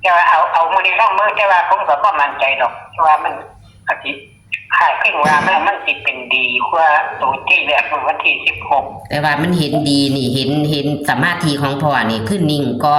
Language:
Northeastern Thai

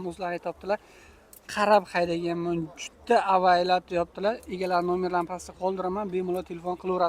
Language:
Uzbek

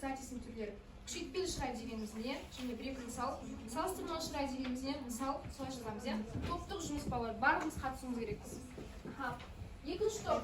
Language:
Kazakh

